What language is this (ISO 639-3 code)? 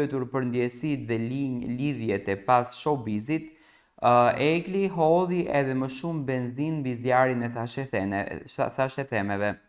sqi